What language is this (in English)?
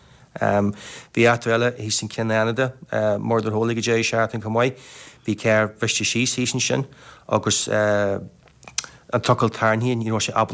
Irish